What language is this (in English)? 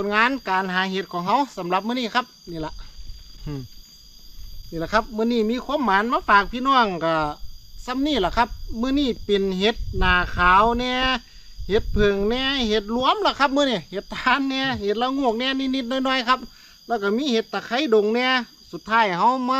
Thai